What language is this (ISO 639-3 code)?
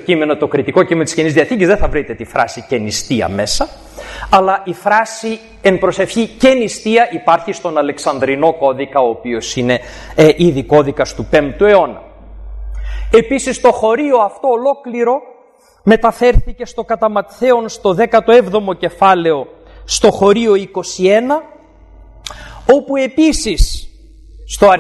ell